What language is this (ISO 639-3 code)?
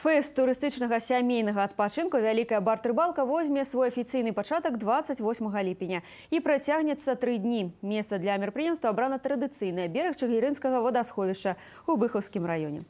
bel